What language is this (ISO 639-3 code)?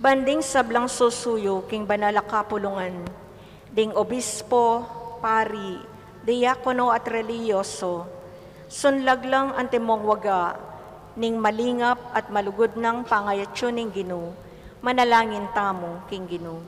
pam